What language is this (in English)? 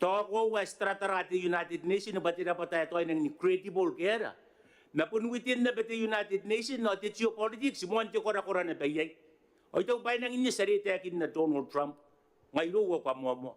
Gilbertese